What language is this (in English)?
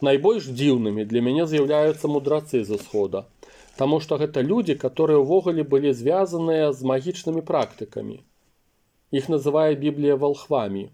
Belarusian